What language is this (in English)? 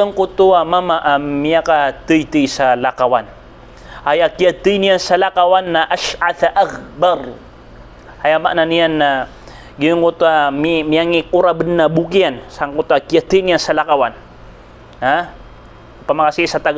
Maranao